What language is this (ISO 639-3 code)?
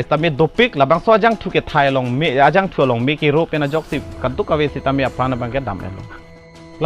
mjw